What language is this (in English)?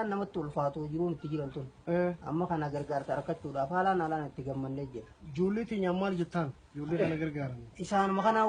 Oromo